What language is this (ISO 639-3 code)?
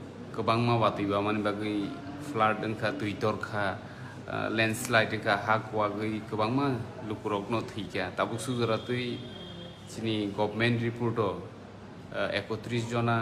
trp